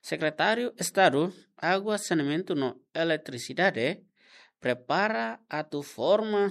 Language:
Tetum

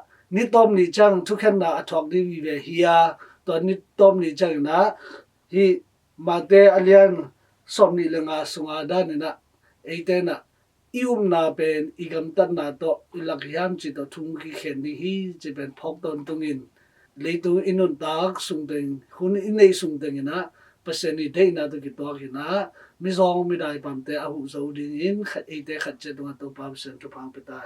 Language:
Tedim Chin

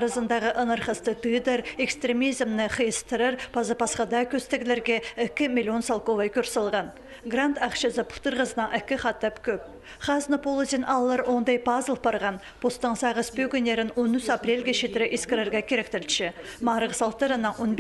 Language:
Khakas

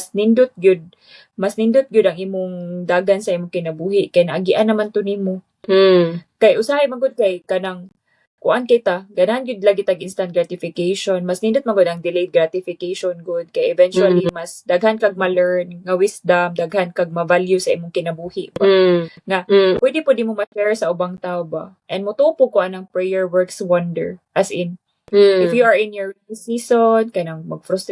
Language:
Cebuano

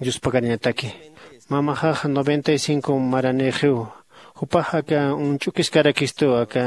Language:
Aymara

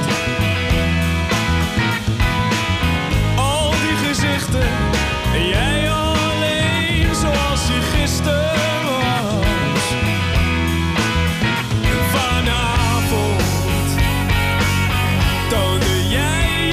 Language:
Dutch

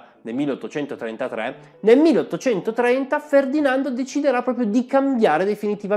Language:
Italian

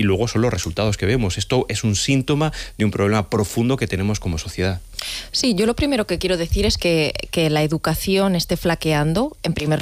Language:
Spanish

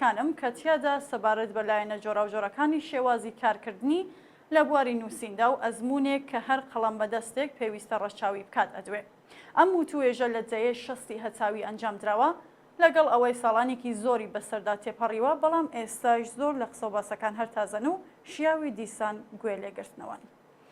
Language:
Central Kurdish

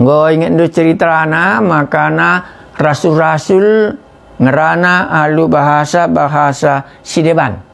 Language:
Batak Karo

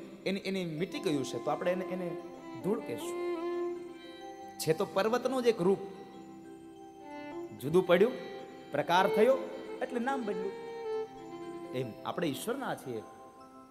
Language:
Gujarati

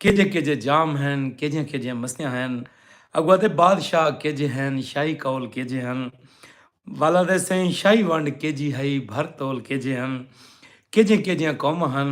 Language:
Saraiki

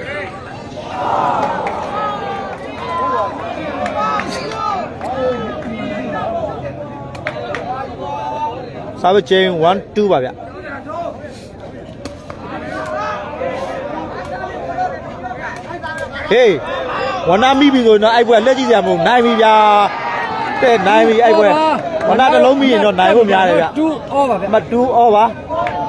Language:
Burmese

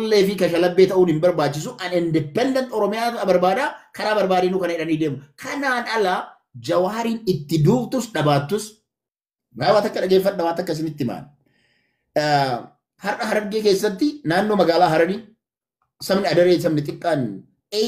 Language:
Oromo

